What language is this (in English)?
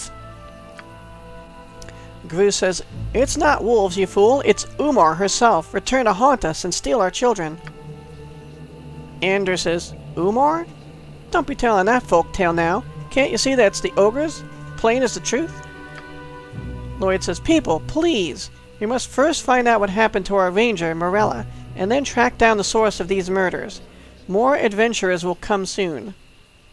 English